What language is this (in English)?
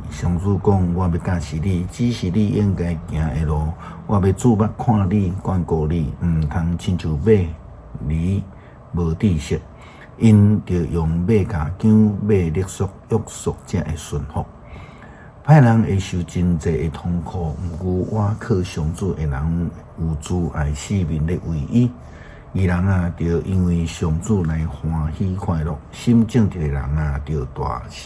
Min Nan Chinese